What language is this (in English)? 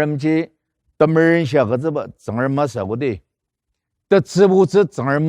Ao Naga